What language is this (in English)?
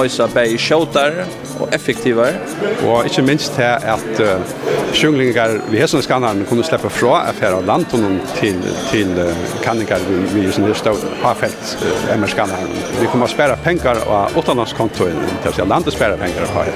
Faroese